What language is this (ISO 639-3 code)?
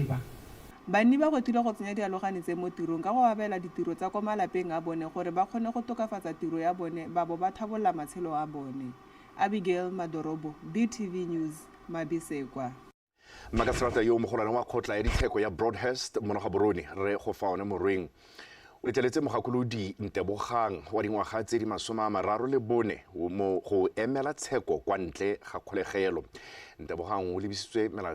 tsn